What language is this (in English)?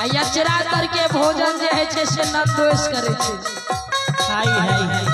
Maithili